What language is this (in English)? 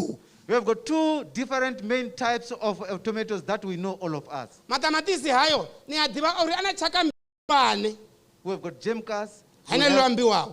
Venda